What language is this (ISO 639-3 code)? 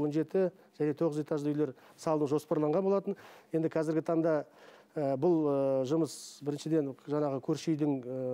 kaz